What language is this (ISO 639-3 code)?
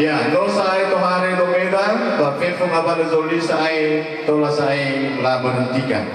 nia